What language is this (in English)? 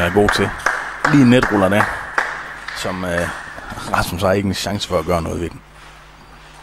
Danish